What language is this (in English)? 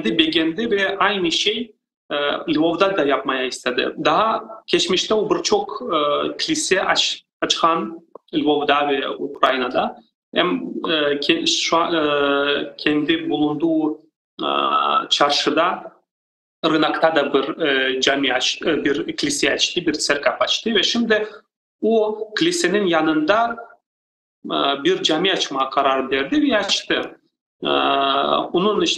Crimean Tatar